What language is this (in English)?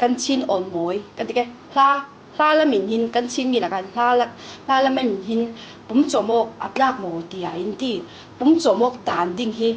Falam Chin